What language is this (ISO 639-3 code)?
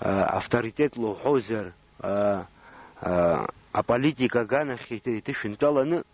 abk